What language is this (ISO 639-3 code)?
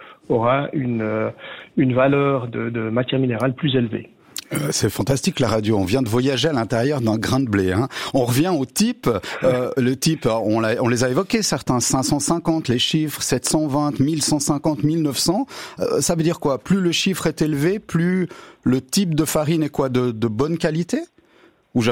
fra